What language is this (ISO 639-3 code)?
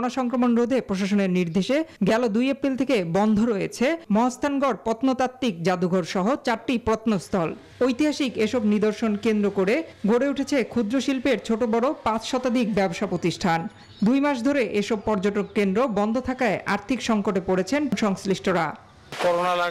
ben